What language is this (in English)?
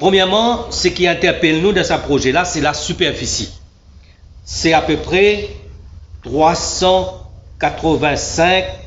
Morisyen